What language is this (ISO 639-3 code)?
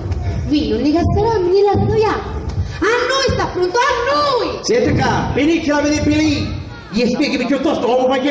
scn